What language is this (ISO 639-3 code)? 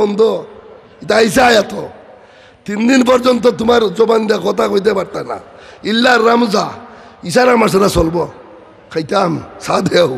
syl